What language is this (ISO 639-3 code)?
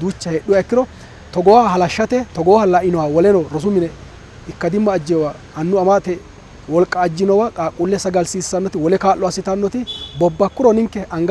sid